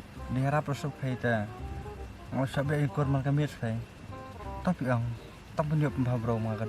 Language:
Khasi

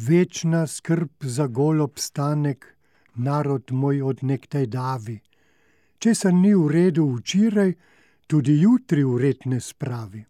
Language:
Slovenian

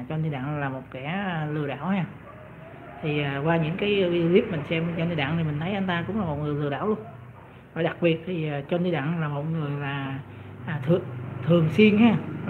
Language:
Vietnamese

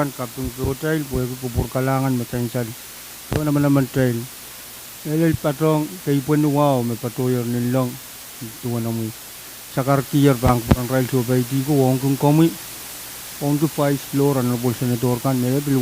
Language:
Pohnpeian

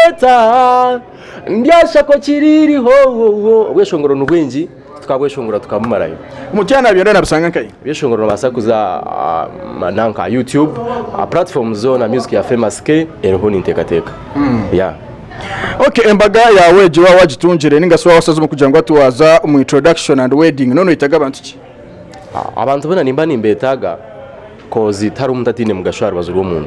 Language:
Nyankole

